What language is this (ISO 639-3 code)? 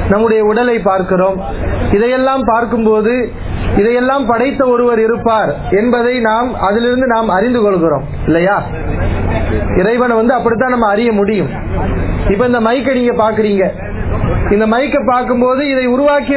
tam